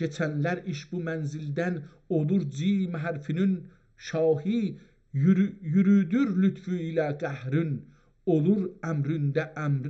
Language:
South Azerbaijani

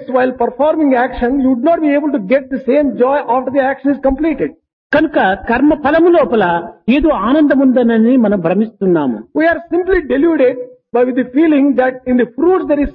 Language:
Telugu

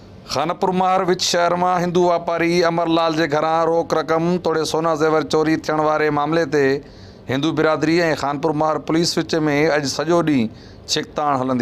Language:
Sindhi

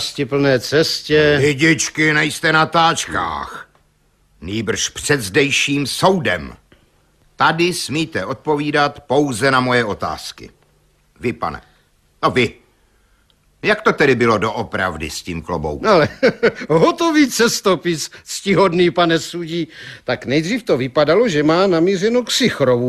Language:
Czech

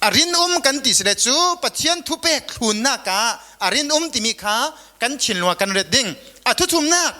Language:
Falam Chin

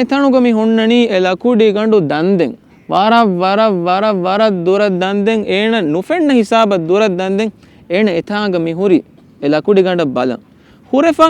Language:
Divehi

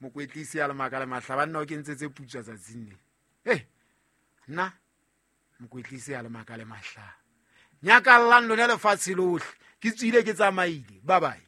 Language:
Southern Sotho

